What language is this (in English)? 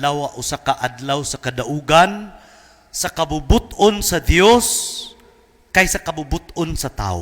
Cebuano